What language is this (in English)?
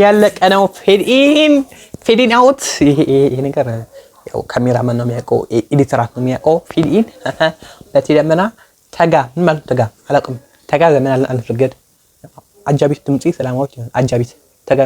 Amharic